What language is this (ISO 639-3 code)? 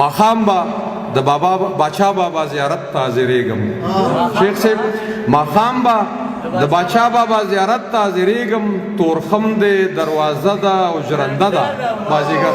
pus